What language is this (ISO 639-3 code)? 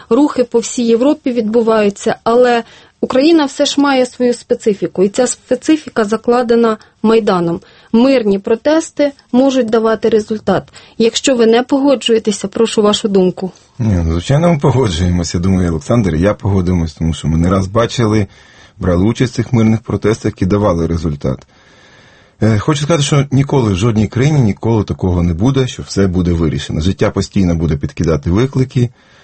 ukr